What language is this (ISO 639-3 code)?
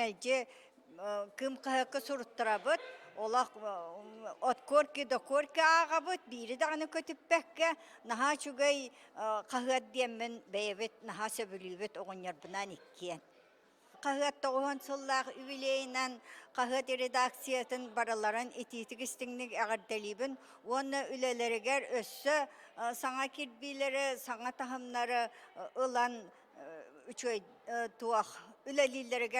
sah